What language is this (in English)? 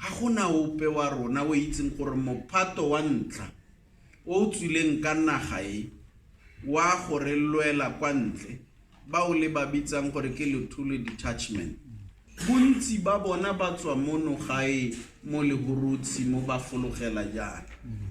Tswana